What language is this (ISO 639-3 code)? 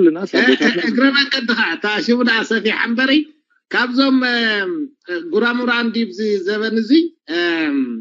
tir